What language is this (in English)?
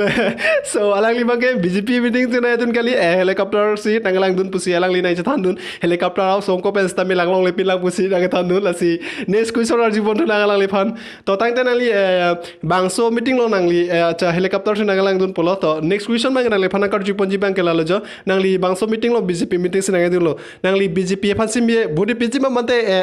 Karbi